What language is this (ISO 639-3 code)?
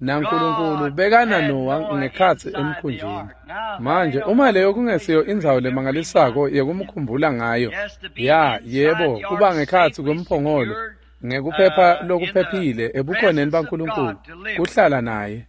ssw